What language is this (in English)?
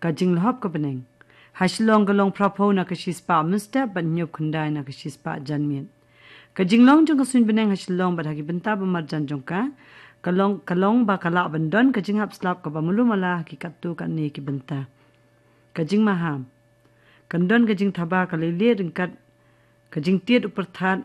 Khasi